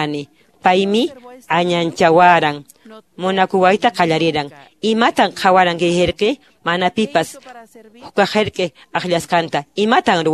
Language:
Quechua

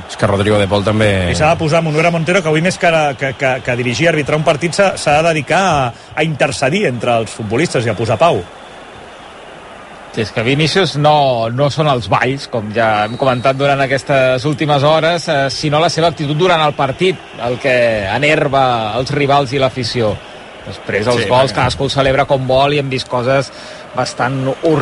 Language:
Catalan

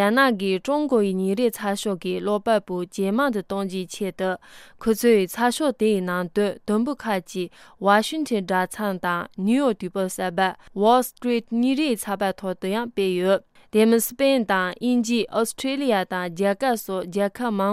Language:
Tibetan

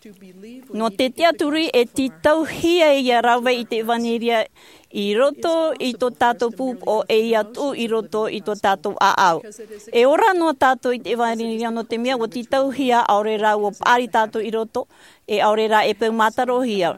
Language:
Tahitian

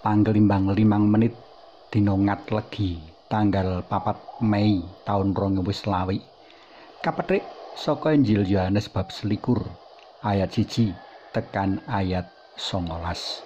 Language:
Javanese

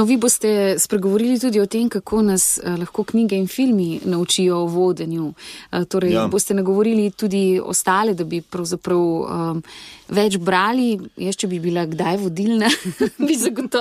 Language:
Slovenian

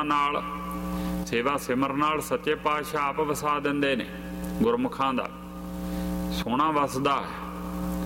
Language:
Punjabi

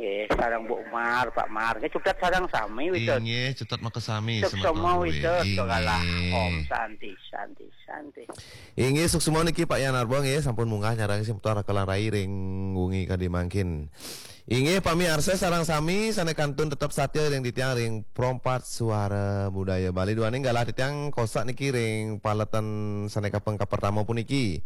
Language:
Balinese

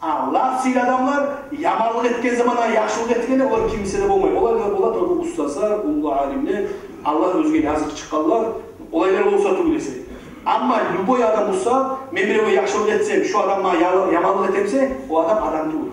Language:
Kumyk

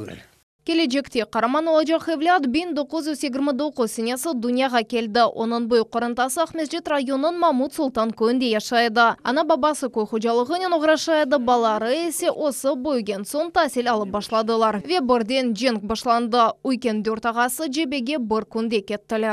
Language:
Crimean Tatar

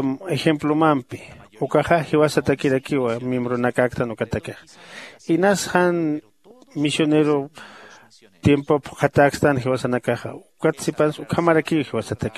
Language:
Aymara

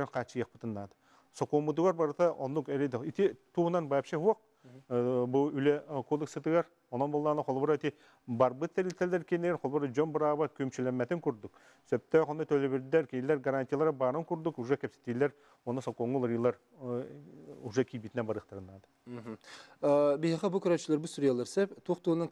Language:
Yakut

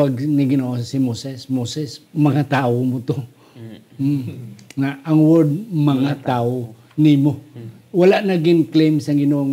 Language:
Hiligaynon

